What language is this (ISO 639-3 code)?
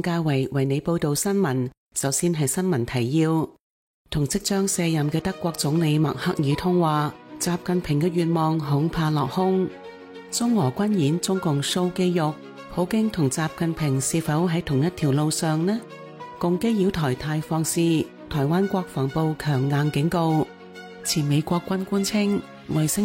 yue